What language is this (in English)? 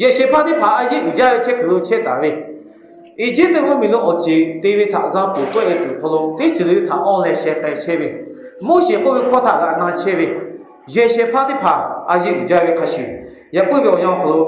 Lahu